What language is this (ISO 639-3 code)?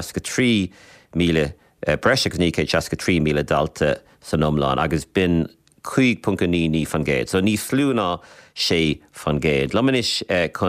gle